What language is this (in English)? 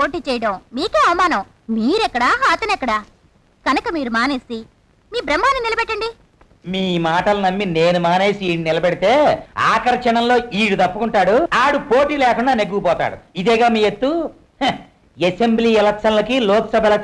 Telugu